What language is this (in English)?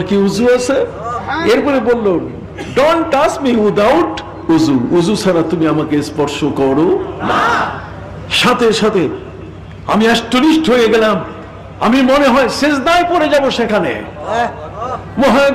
Bangla